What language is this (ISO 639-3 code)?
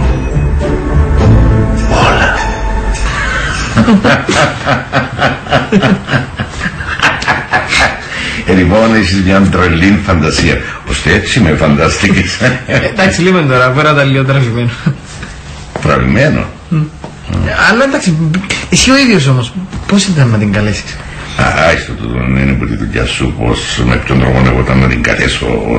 ell